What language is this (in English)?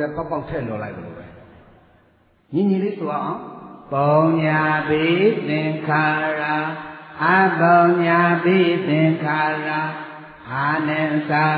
Burmese